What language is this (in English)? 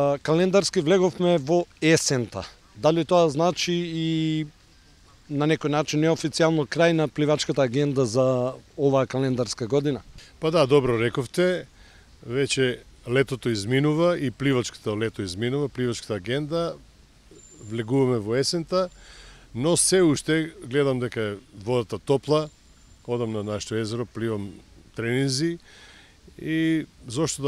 Macedonian